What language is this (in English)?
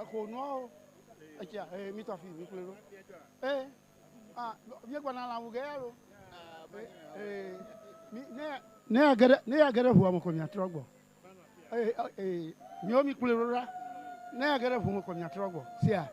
Ewe